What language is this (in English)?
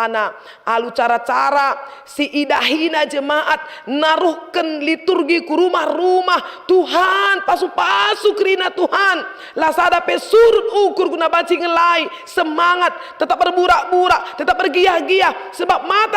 Batak Karo